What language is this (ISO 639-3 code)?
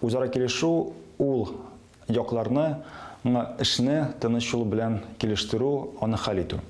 tat